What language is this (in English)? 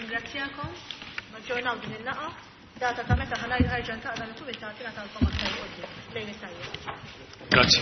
Maltese